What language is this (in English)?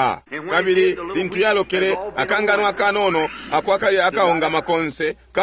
Bemba